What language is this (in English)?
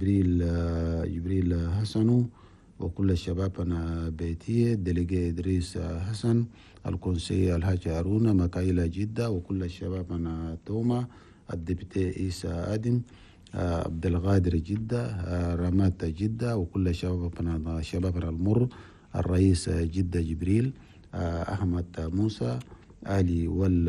Chadian Arabic